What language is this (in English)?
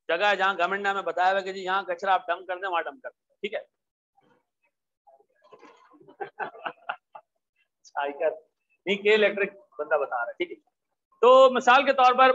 Hindi